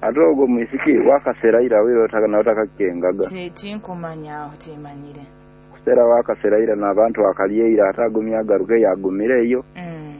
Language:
Nyoro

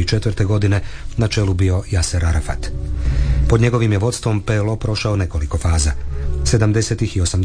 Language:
Croatian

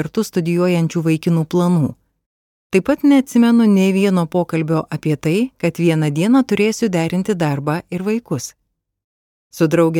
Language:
Lithuanian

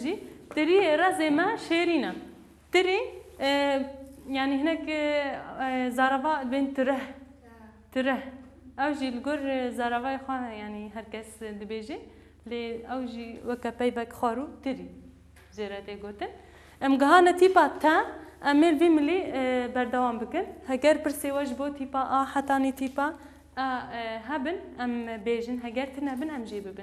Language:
Kurdish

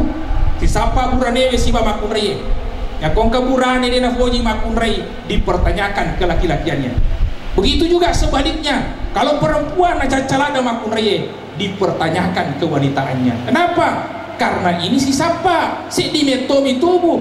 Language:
Buginese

